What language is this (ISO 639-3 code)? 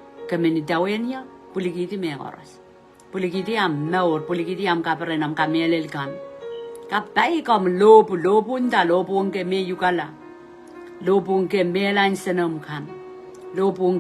pon